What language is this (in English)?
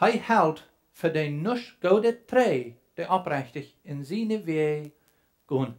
Plautdietsch